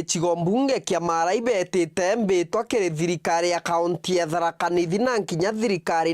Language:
Meru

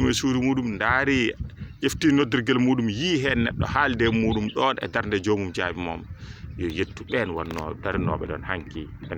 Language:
Fula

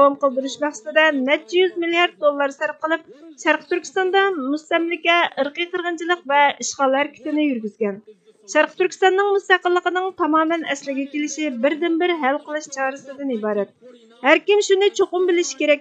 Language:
Uyghur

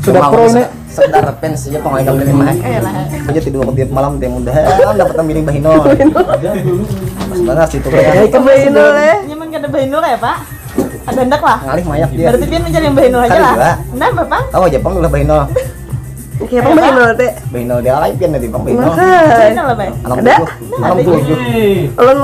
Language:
Banjar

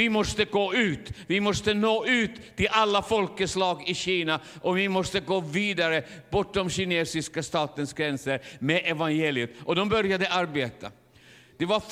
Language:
Swedish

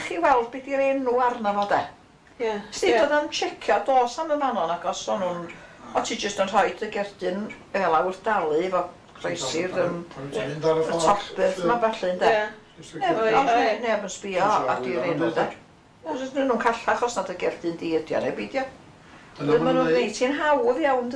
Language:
Welsh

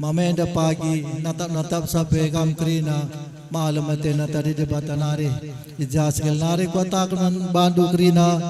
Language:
Batak Karo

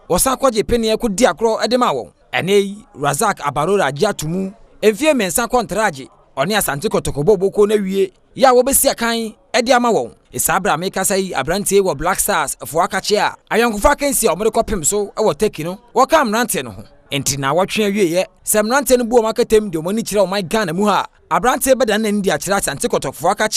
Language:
Akan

